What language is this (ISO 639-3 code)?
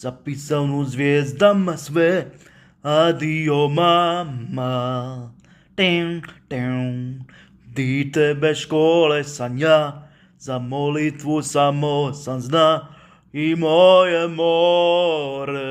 mkd